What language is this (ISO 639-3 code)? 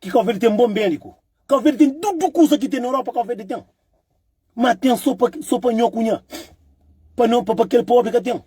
kea